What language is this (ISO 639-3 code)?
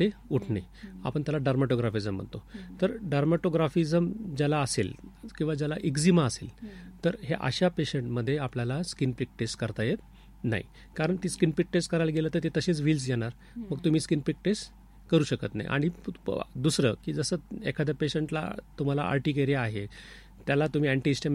mar